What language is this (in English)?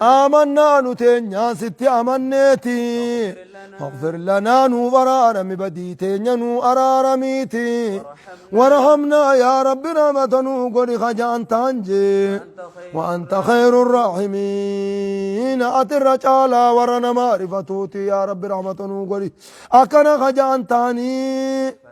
Oromo